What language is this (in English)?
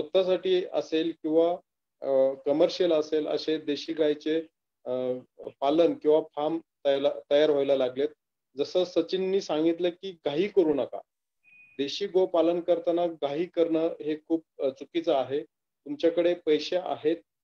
Marathi